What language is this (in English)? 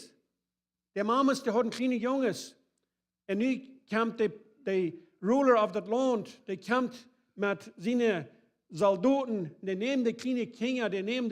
Plautdietsch